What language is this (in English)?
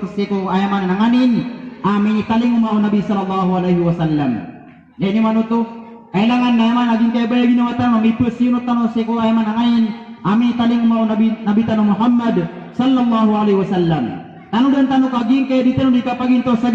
Maranao